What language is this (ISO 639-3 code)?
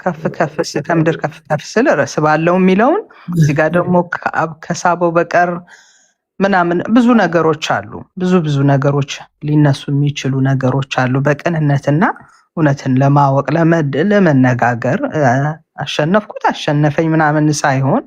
amh